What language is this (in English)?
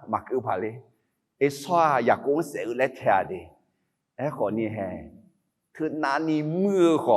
Akha